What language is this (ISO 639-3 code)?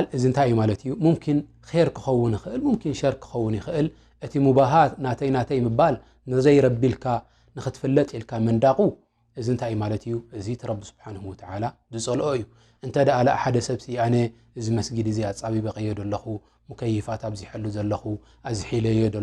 tir